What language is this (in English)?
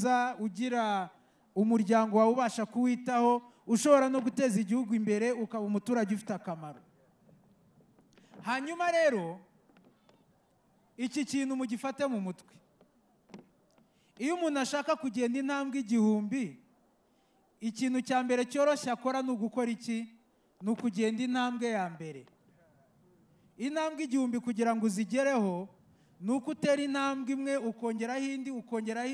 Kinyarwanda